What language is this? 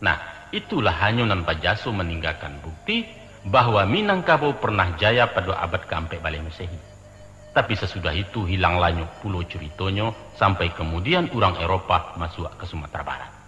Minangkabau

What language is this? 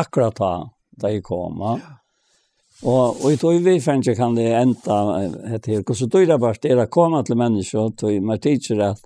Faroese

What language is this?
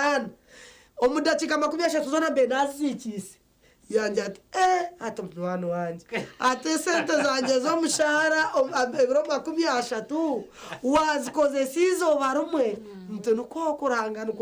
Nyankole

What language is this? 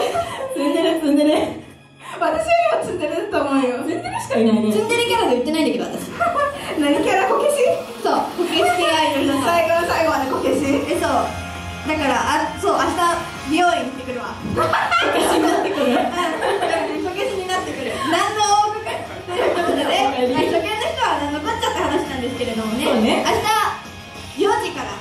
Japanese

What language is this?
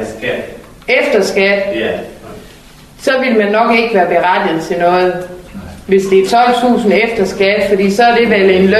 Danish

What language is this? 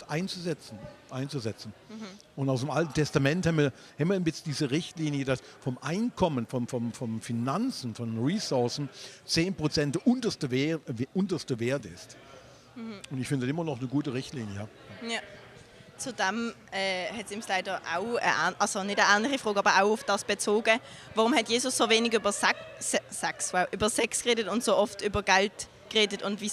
Swiss German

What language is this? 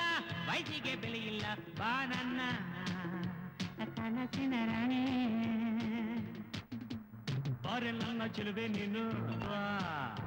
Kannada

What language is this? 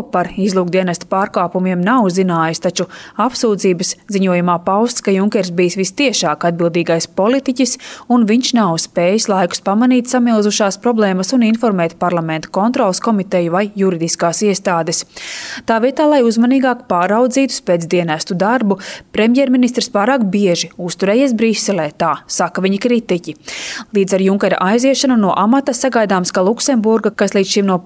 Latvian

